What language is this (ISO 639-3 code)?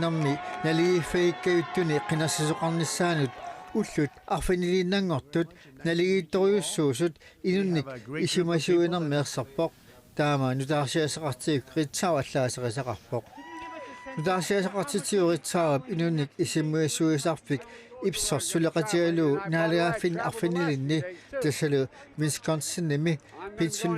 kal